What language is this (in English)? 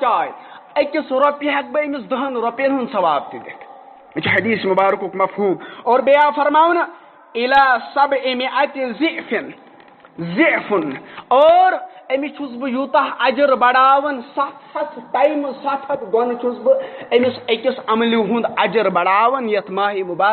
Kashmiri